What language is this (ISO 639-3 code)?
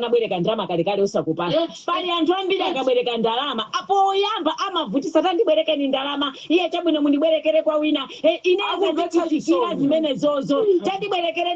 nya